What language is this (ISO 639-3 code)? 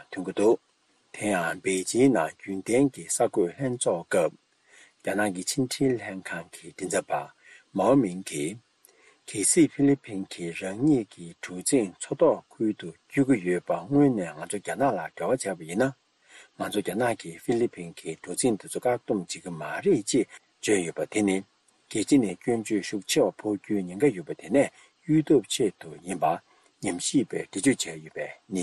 bod